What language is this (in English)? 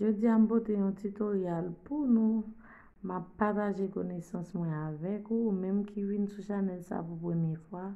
Haitian Creole